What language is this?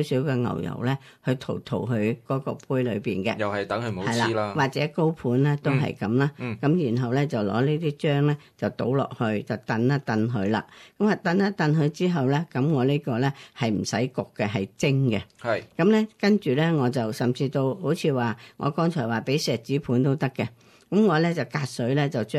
Cantonese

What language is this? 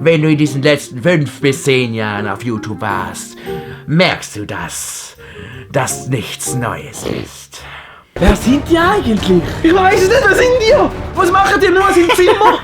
Swiss German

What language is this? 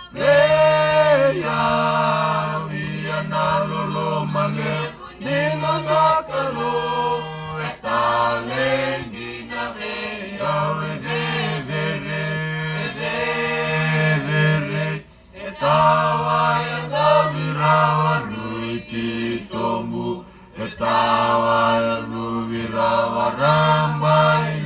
Fijian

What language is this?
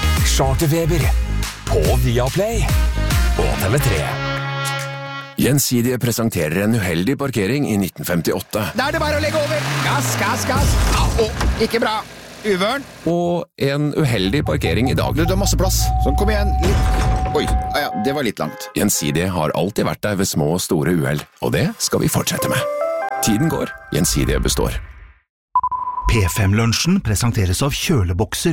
Norwegian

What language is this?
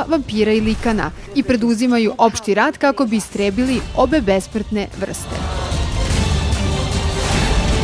Serbian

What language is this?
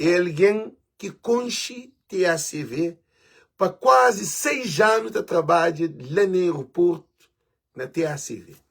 Kabuverdianu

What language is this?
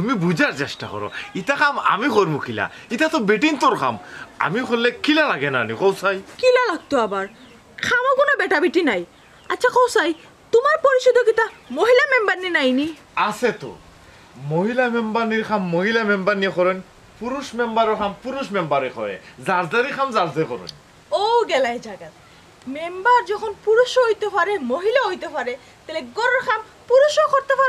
Sylheti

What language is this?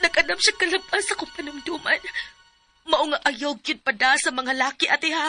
Cebuano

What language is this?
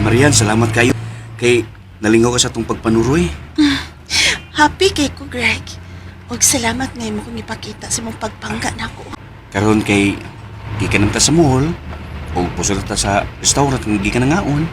Cebuano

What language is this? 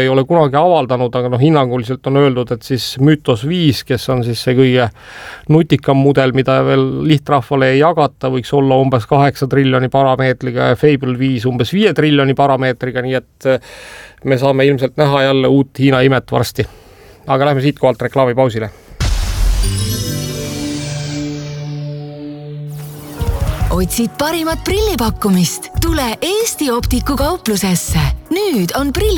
Estonian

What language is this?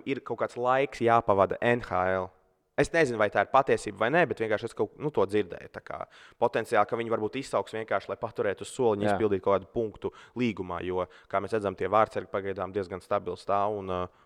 Latvian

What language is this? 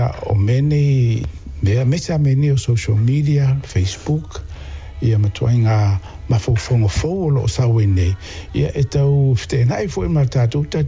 Samoan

